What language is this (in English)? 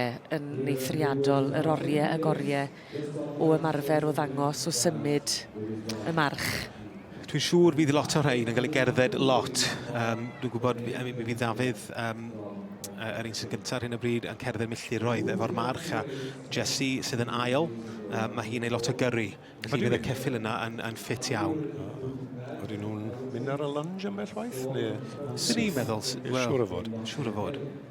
Welsh